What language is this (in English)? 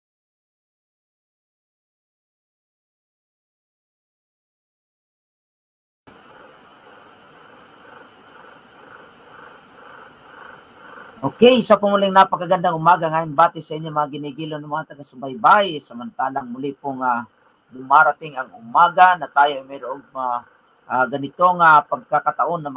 Filipino